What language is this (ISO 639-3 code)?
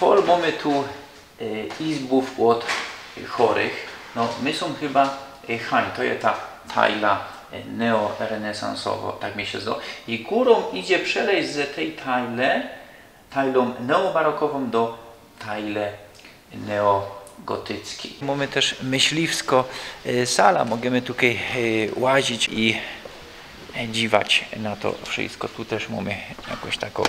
szl